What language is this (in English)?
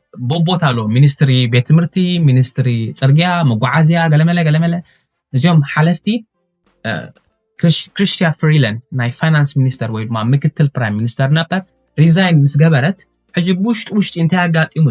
Tigrinya